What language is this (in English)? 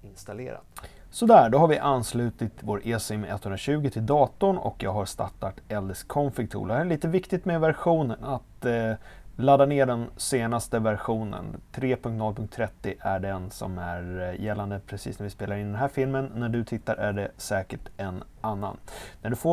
Swedish